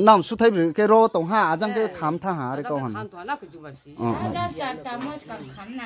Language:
Riang (India)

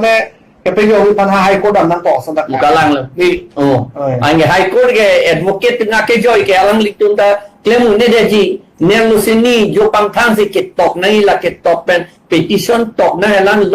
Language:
Karbi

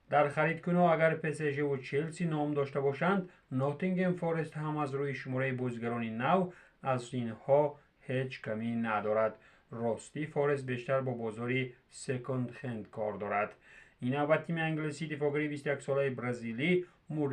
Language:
Tajik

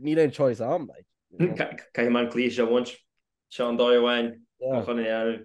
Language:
Irish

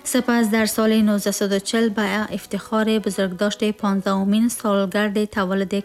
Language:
Tajik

